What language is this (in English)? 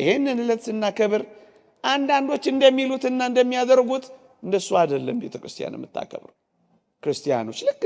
Amharic